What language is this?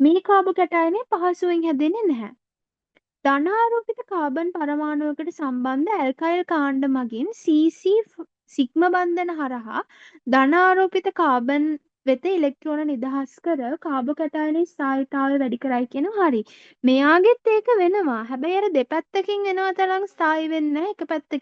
Sinhala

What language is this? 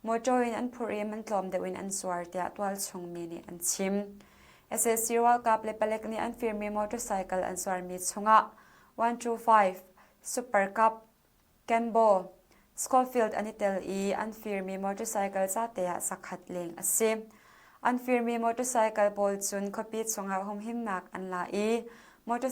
Hakha Chin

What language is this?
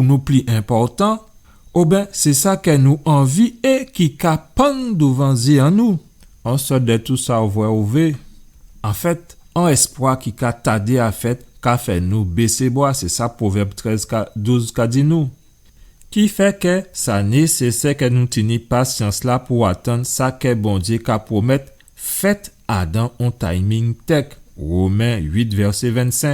Guadeloupean Creole French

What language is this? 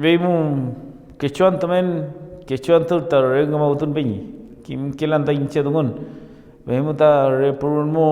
Mapuche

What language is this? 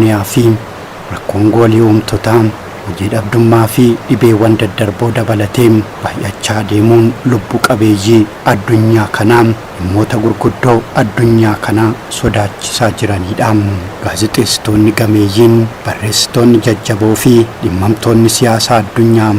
Oromo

